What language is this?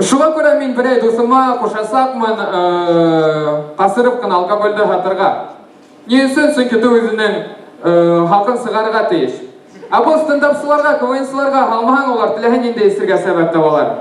Bashkir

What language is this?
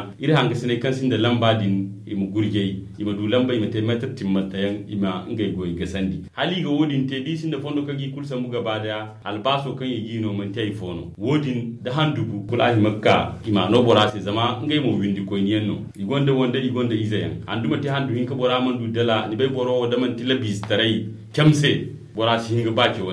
Zarma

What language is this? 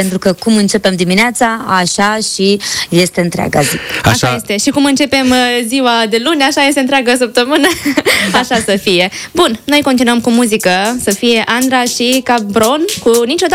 Romanian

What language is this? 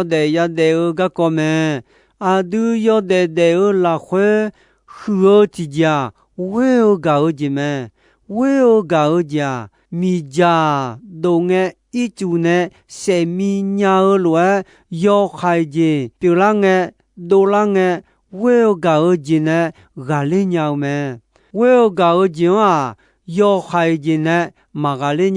Akha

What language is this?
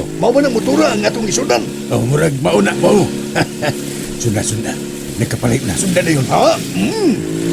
Cebuano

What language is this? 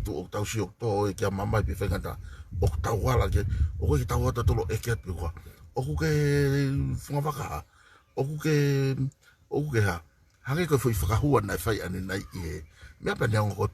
Tongan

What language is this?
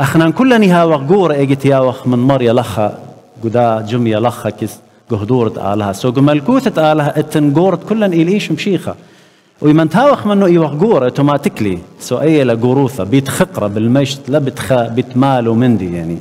Assyrian Neo-Aramaic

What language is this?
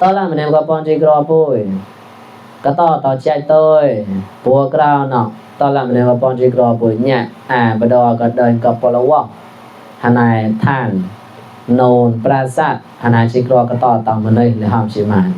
Mon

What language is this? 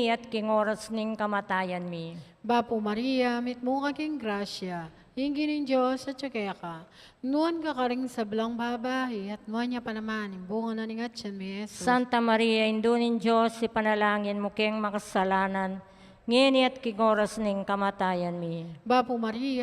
Pampanga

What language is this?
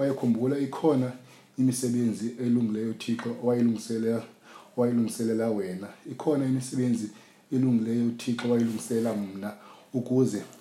Xhosa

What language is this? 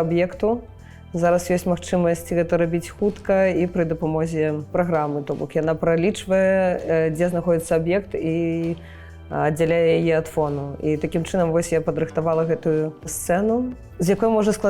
Belarusian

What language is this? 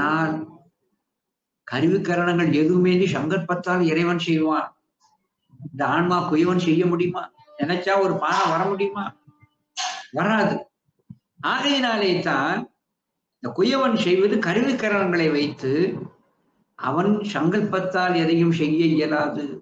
Tamil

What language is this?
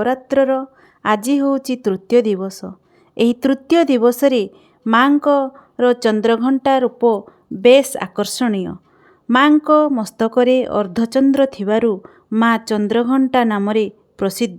Odia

